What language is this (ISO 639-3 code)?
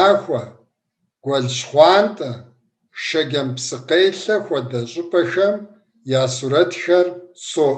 kbd